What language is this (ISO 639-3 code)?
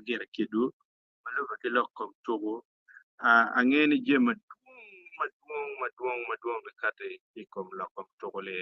ach